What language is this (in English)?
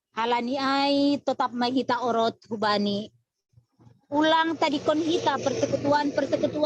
Batak Simalungun